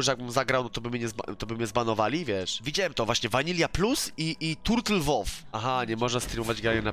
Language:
Polish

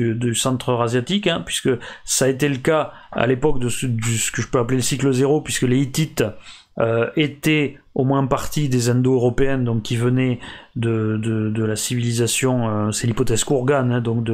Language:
French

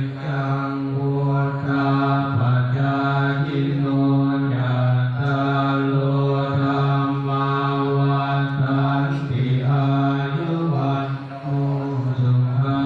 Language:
Pali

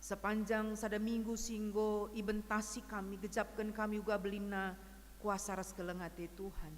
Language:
Batak Karo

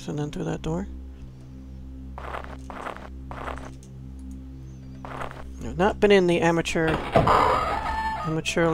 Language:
English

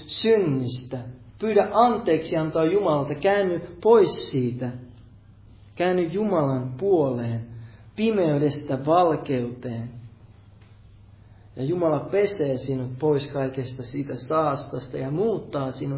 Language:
Finnish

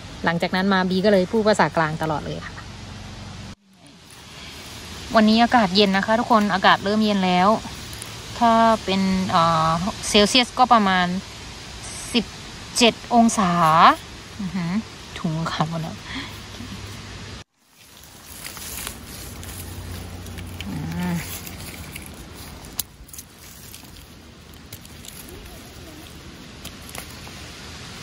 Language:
Thai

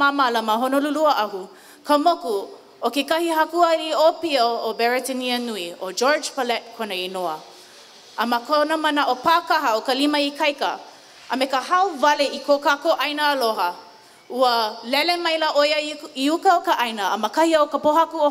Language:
Hawaiian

